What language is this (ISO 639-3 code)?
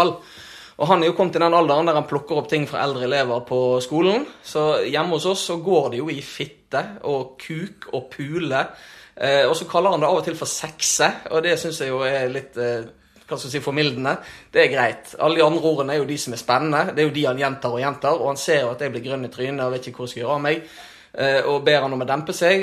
nor